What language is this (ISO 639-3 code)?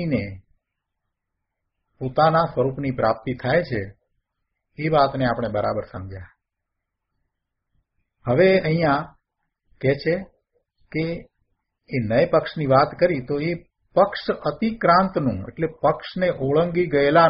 guj